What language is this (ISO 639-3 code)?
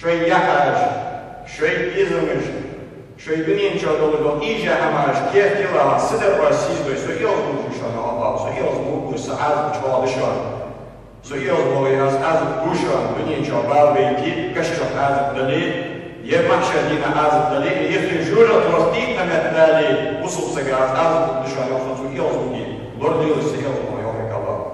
inh